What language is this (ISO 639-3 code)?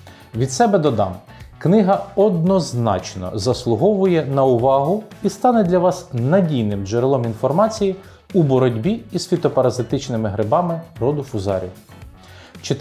ukr